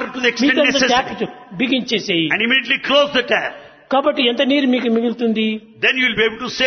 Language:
Telugu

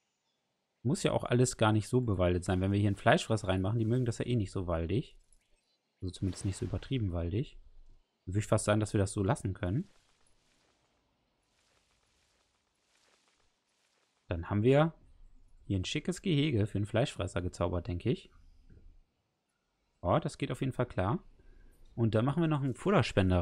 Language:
German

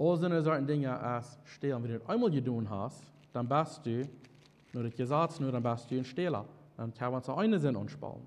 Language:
Plautdietsch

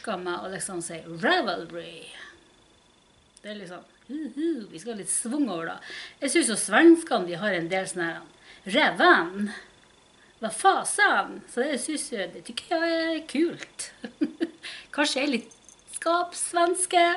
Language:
Norwegian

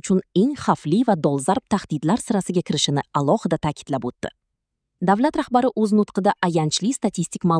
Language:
Uzbek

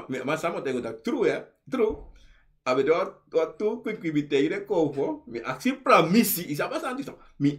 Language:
Sranan Tongo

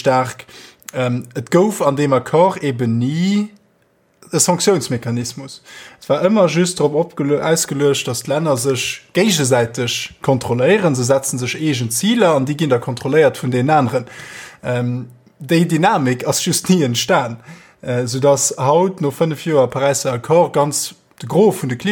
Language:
Luxembourgish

